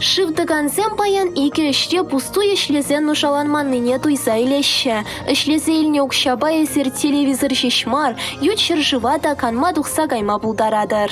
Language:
Chuvash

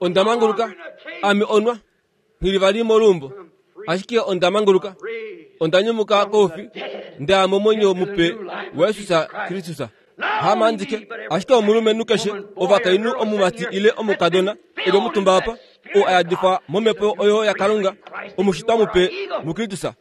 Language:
Kuanyama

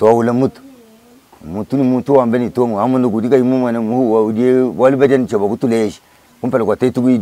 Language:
Luba-Lulua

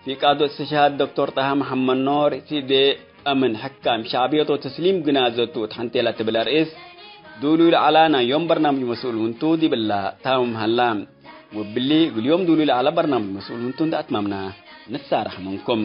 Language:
Tigre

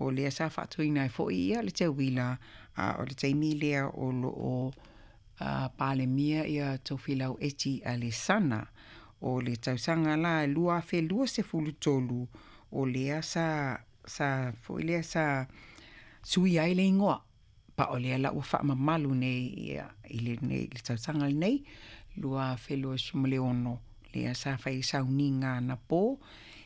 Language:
Samoan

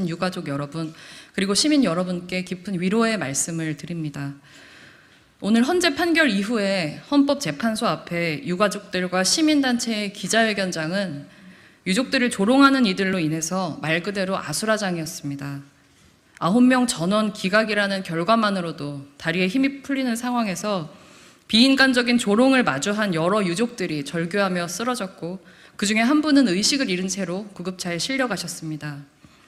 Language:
Korean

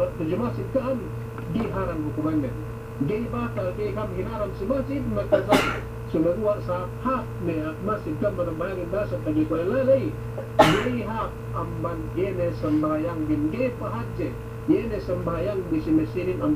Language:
Yakan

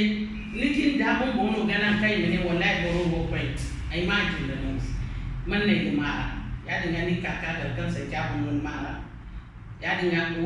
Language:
Zarma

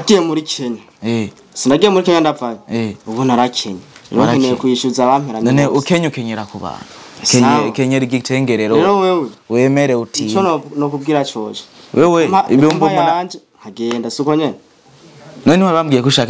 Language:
Rundi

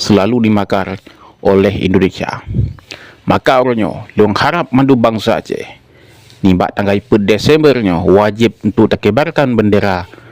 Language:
Achinese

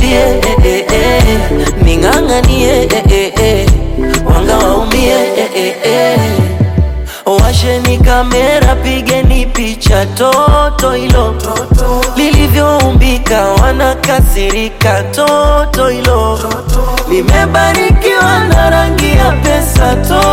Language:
Swahili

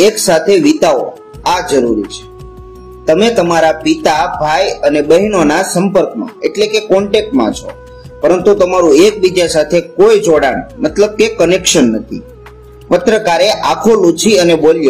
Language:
Gujarati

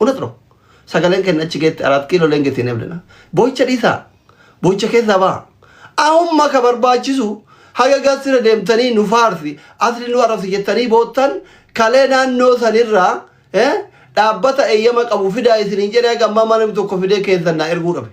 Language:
Oromo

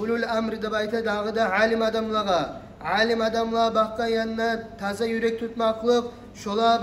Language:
Kumyk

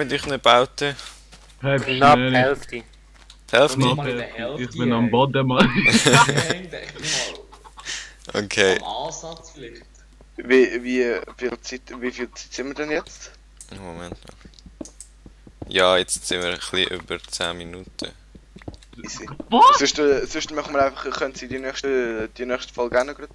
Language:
Swiss German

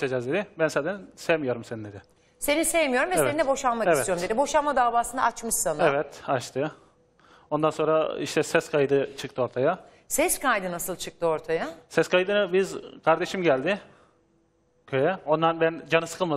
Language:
Turkish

